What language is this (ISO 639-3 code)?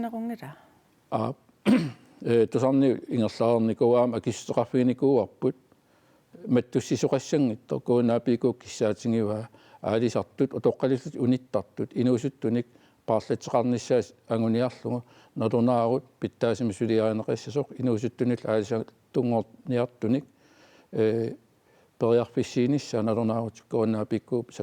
kal